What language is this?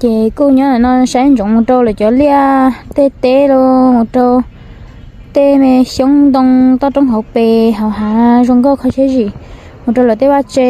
Hmong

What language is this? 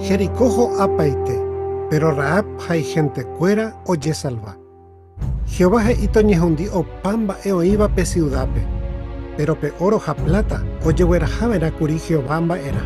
Guarani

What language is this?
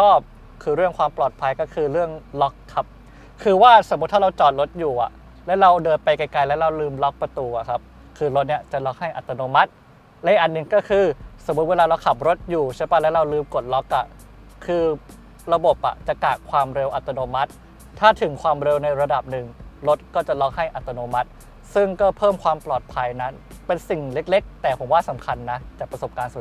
Thai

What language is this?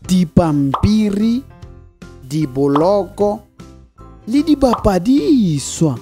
Southern Sotho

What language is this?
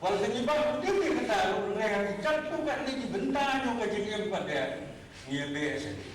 Khasi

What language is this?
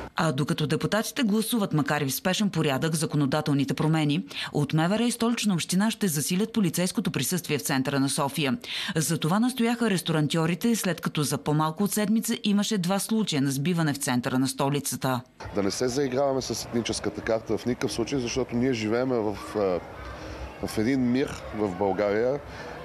Bulgarian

